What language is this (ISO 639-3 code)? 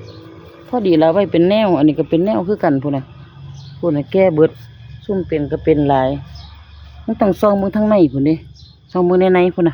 tts